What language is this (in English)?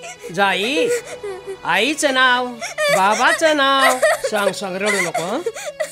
Marathi